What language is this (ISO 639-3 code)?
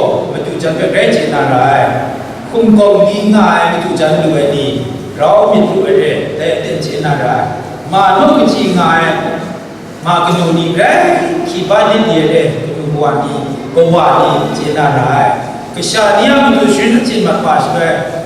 kac